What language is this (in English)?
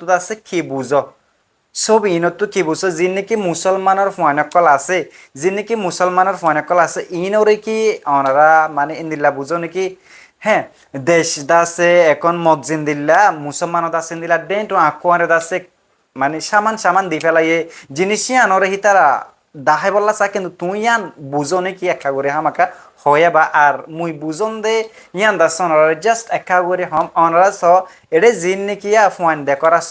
Rohingya